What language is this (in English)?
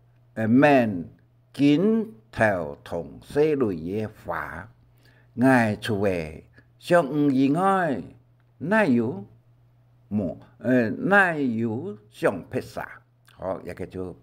Hakka Chinese